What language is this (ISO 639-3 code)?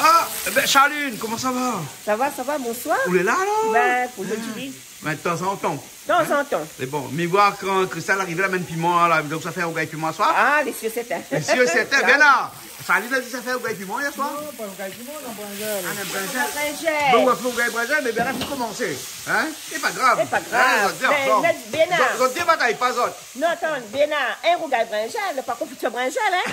rcf